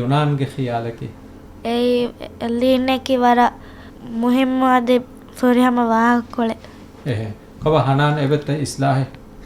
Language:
Divehi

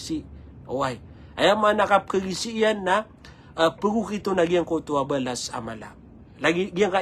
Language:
Maranao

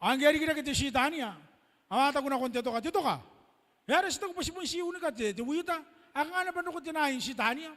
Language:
Gilbertese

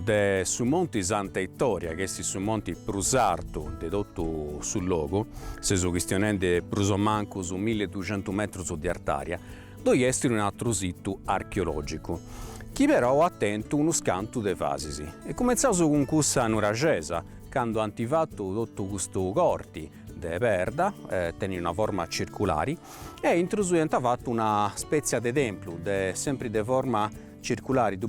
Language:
Sardinian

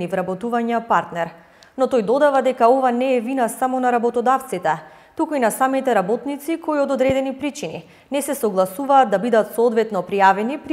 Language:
Macedonian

